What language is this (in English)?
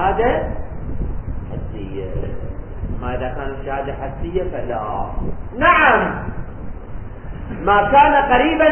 Arabic